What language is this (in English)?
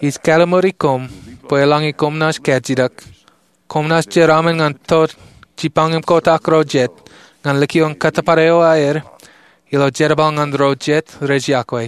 Marshallese